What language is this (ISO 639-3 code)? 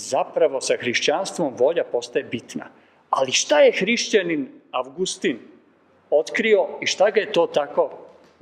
srp